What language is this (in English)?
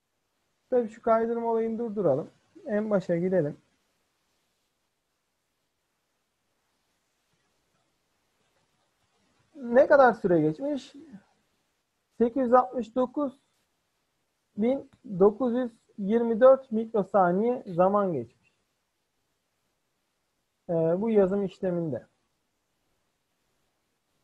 Turkish